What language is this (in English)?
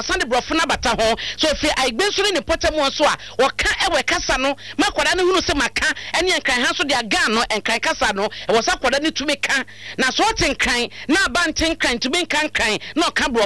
Akan